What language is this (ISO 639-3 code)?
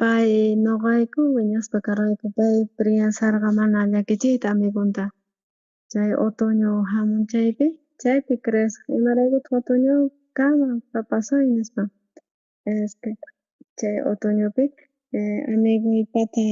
quh